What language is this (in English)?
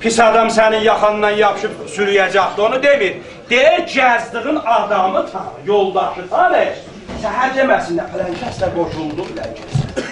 South Azerbaijani